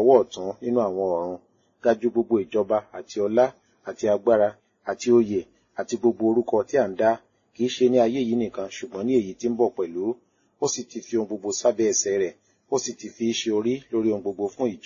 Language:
Yoruba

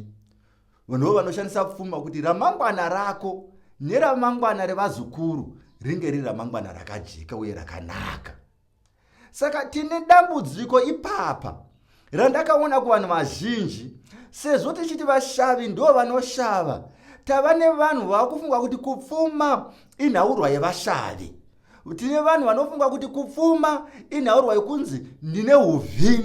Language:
Shona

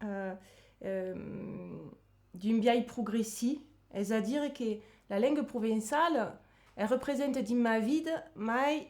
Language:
Occitan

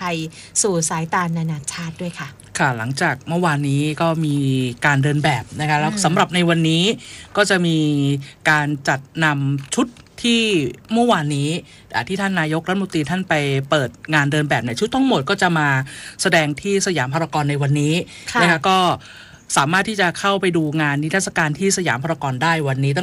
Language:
Thai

